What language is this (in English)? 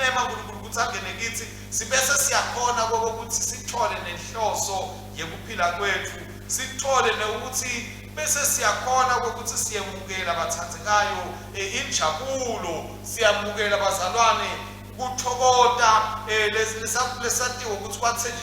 Swati